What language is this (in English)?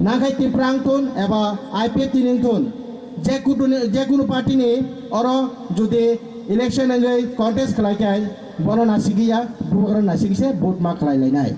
Kok Borok